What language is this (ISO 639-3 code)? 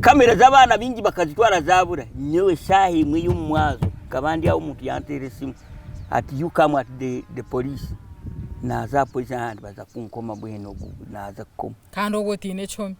nyn